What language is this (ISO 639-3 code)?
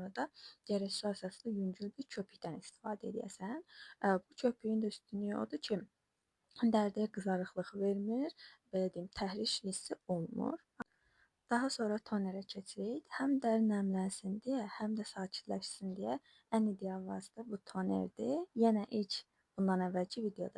aze